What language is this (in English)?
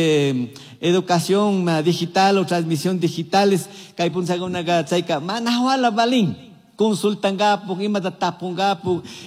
Chimborazo Highland Quichua